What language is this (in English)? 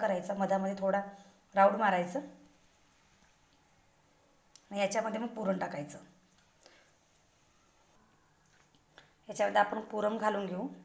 Marathi